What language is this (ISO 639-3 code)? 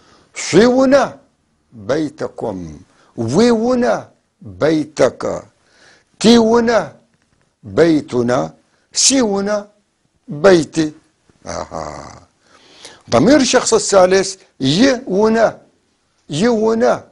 apc